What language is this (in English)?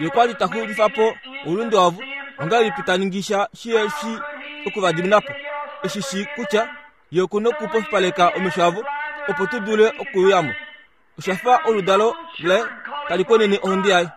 Kuanyama